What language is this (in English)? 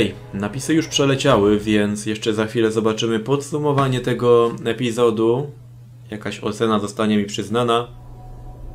Polish